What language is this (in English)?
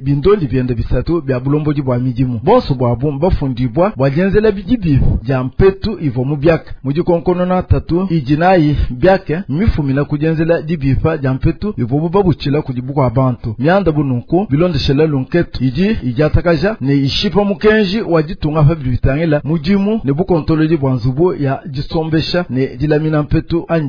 Luba-Lulua